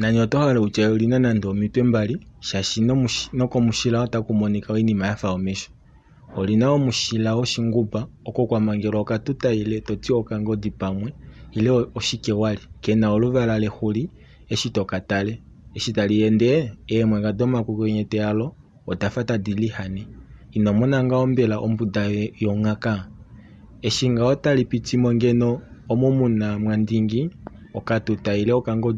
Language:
Kuanyama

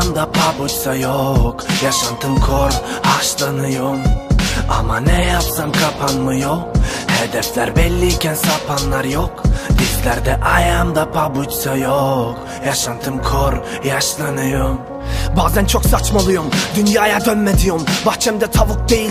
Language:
Turkish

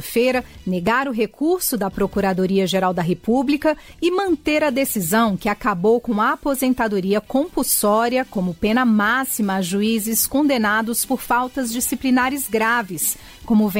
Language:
Portuguese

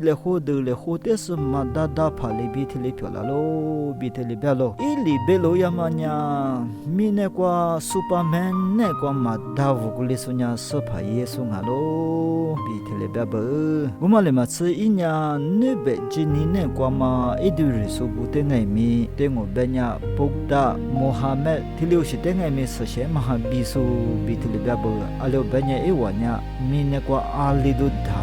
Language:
Lisu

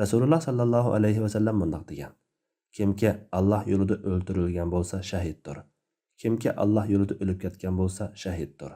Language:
Uyghur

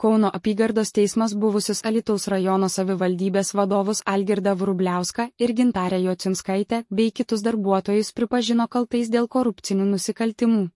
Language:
Lithuanian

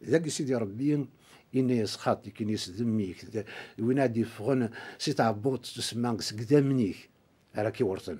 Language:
Kabyle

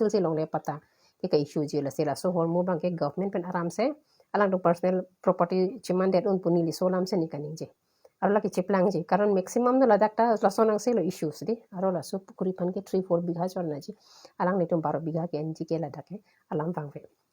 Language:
Karbi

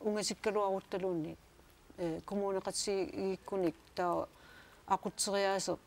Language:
Kalaallisut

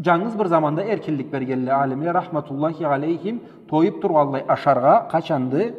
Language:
Karachay-Balkar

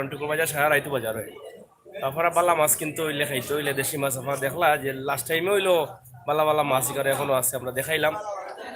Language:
Sylheti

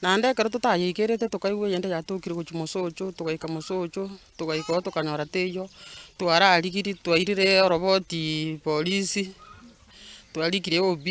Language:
Gusii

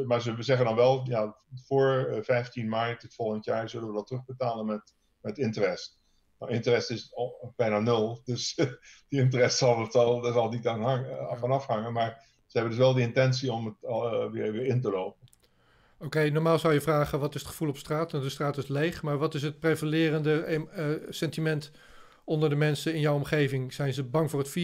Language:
Dutch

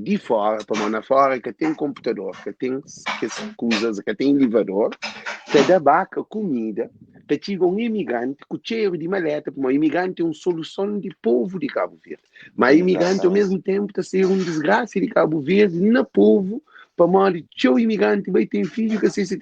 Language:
Kabuverdianu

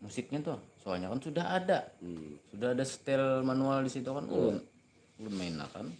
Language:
Banjar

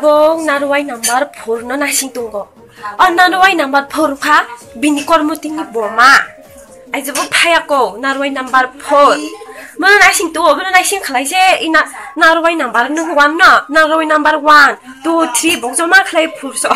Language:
Kok Borok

